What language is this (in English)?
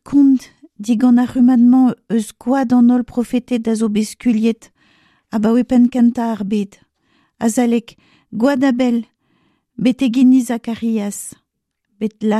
Breton